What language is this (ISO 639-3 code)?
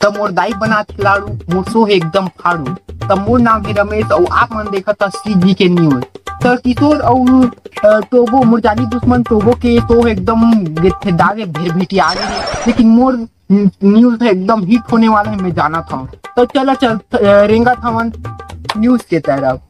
hne